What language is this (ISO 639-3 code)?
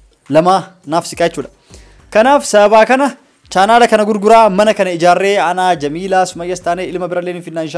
orm